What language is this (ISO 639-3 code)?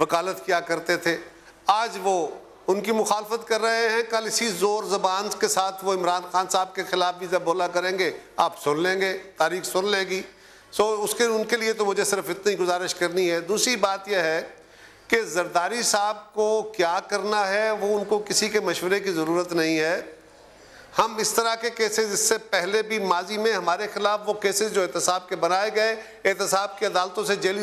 urd